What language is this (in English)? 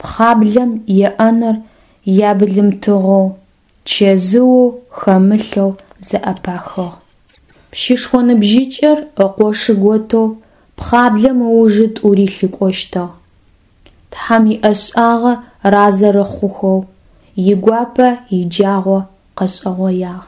Adyghe